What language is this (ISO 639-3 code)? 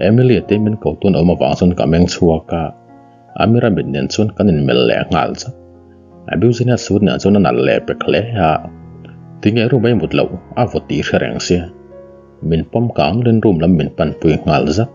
lus